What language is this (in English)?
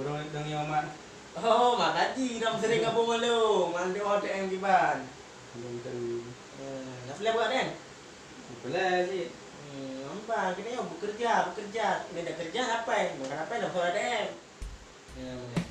Achinese